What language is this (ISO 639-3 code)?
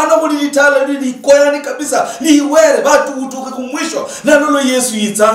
luy